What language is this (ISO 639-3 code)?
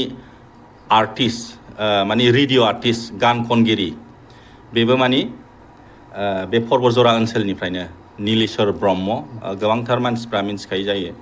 brx